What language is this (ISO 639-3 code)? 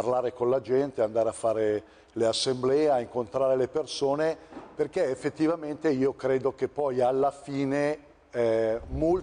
ita